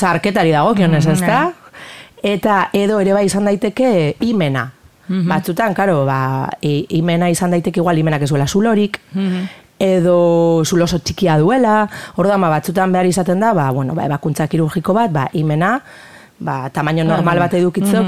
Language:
Basque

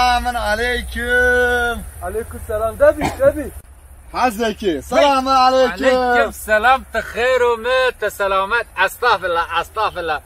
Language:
Zaza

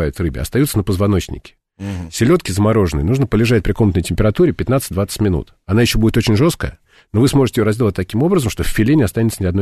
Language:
Russian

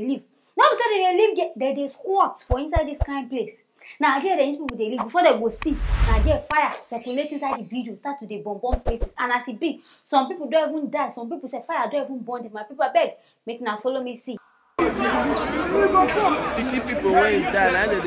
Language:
Nigerian Pidgin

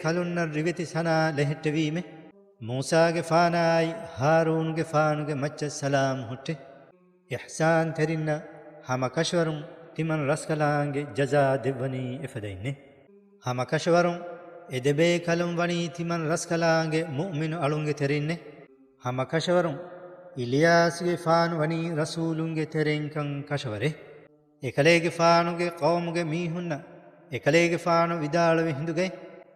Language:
Divehi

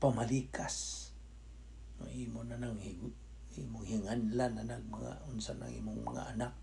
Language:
Cebuano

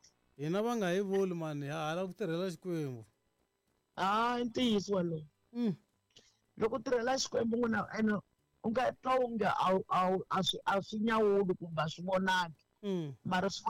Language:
Tsonga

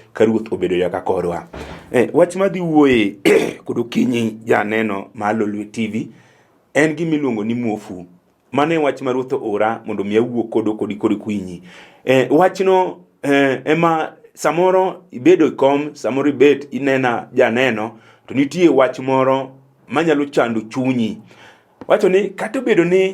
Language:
Luo (Kenya and Tanzania)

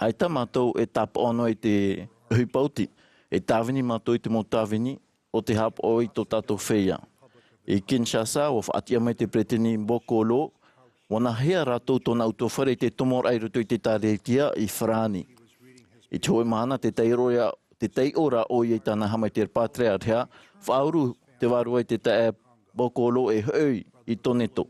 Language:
Tahitian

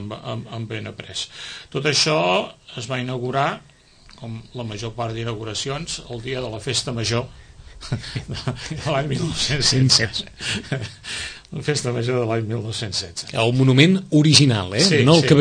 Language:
Catalan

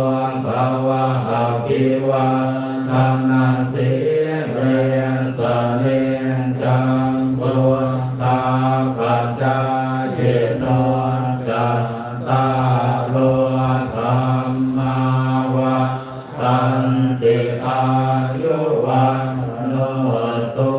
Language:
Pali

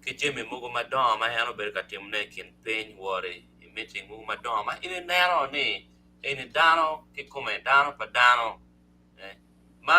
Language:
Acoli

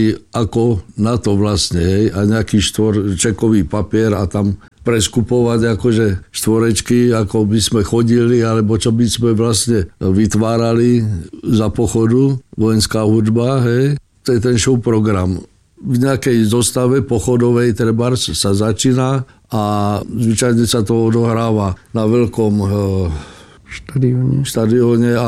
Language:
Slovak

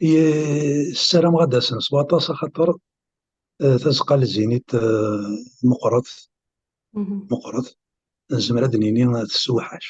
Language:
Kabyle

